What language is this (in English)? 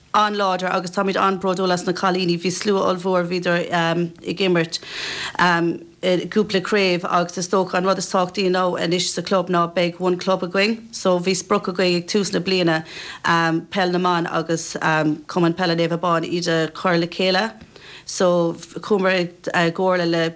Irish